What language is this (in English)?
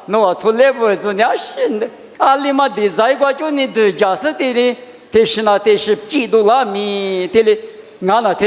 Lisu